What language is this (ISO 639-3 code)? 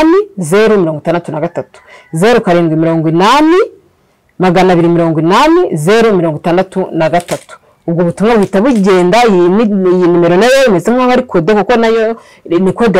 kin